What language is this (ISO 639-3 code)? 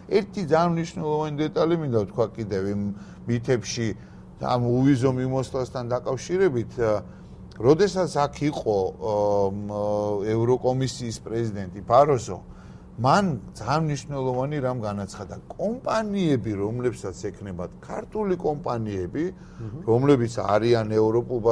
kat